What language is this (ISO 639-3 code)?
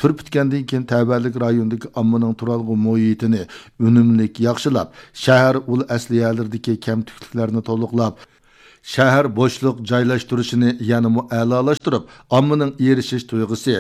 uig